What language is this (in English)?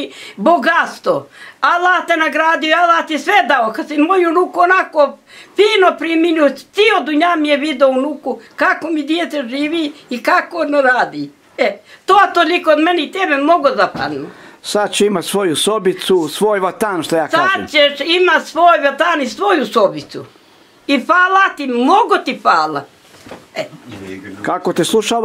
Bosnian